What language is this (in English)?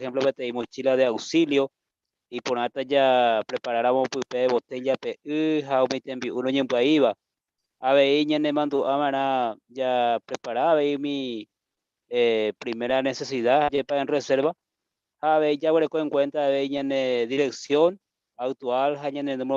Guarani